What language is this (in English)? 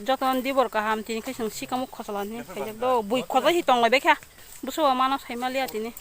Kok Borok